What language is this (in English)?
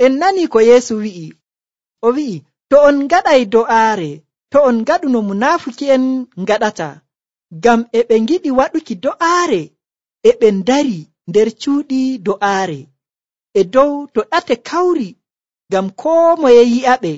Nigerian Fulfulde